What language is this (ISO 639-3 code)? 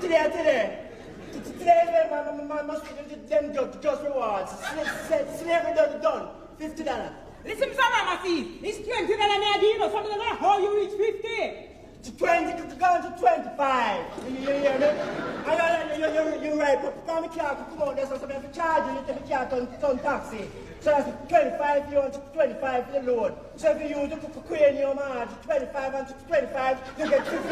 jam